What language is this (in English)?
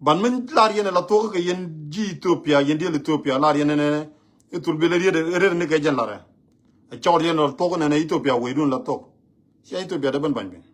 Nuer